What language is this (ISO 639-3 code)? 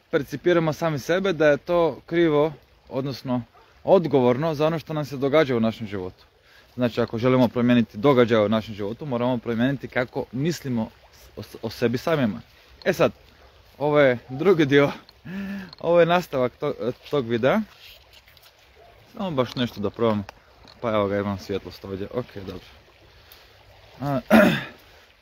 hrv